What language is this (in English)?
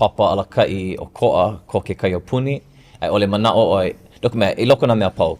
Hawaiian